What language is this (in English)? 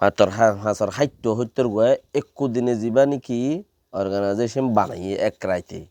Rohingya